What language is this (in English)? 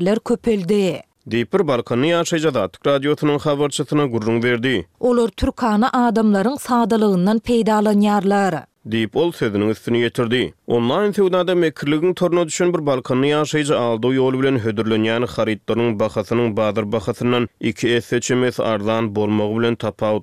Turkmen